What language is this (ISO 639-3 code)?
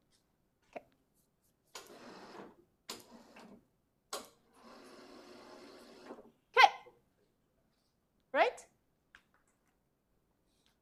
eng